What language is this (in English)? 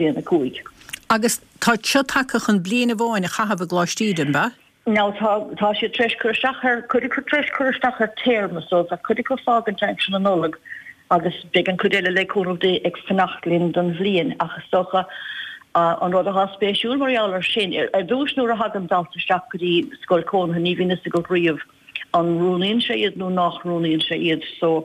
Irish